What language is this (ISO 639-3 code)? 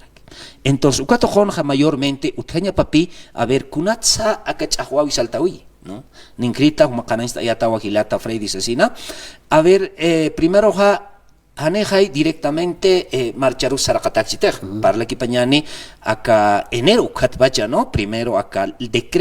aym